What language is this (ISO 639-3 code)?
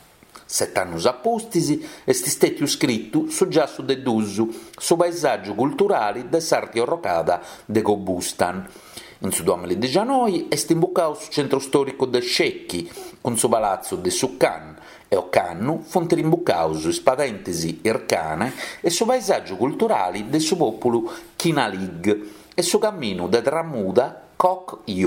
srd